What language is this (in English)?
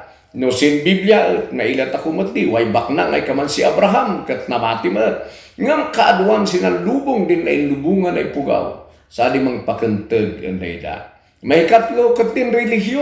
Kankanaey